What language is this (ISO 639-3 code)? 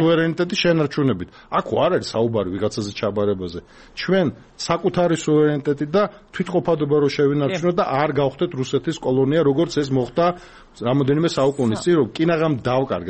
kat